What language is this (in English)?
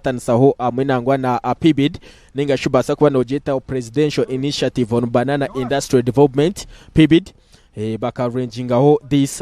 Nyankole